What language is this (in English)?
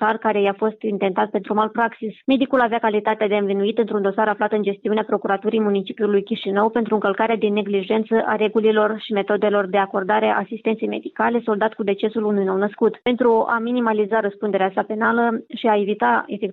Romanian